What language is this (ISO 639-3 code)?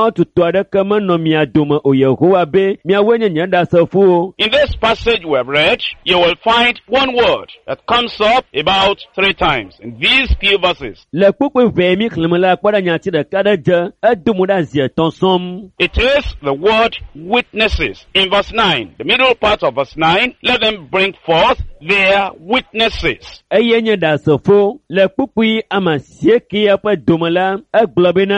ewe